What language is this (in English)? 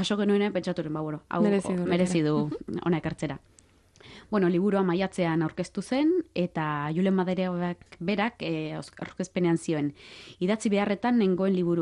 Basque